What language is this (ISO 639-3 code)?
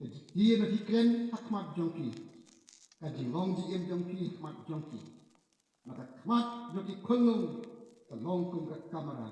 kha